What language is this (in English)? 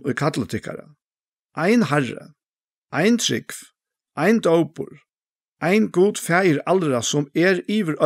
Faroese